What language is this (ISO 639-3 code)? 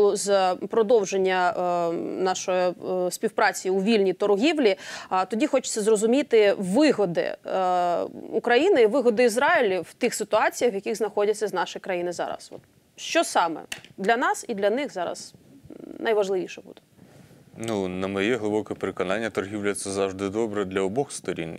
ukr